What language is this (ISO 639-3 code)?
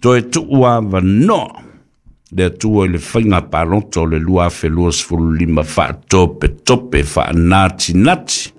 smo